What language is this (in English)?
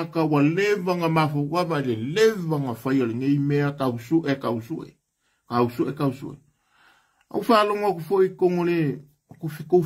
Samoan